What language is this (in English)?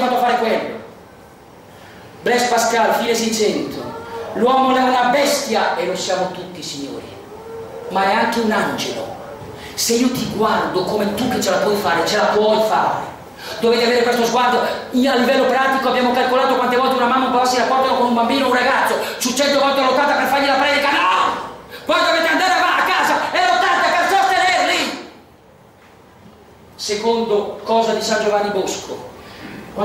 Italian